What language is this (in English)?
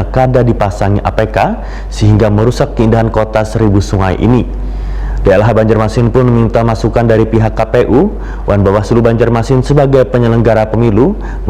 Banjar